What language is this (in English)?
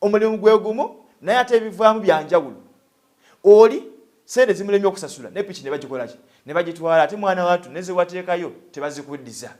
Ganda